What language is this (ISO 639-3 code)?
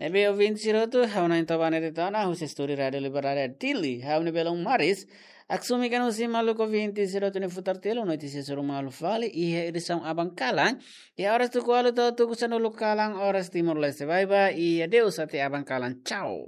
tet